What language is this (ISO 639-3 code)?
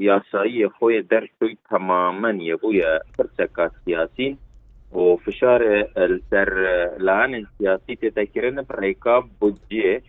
kur